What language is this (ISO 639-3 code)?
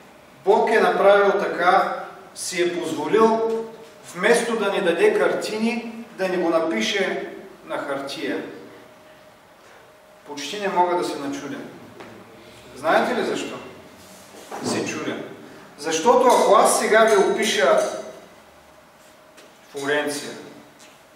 bul